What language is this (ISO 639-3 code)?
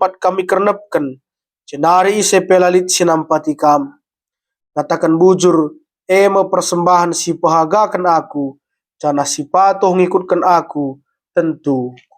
btx